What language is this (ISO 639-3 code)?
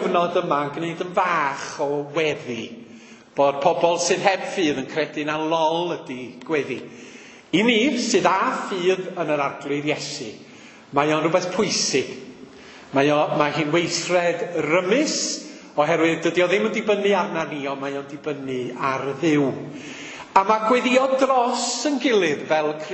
cym